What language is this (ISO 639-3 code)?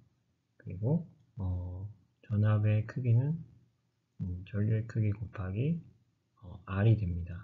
kor